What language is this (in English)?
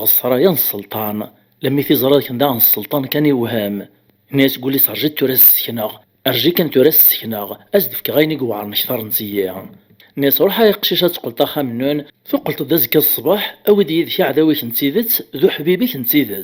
Kabyle